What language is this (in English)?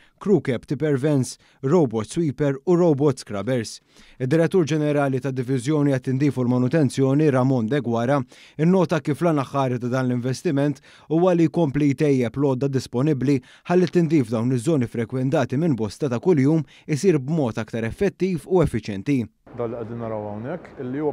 Maltese